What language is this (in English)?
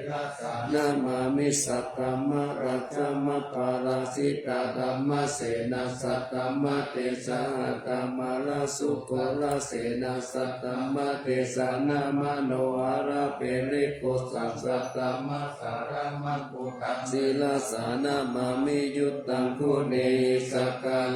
Pali